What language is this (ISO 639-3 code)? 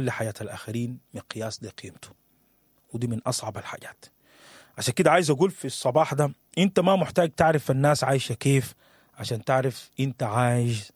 apd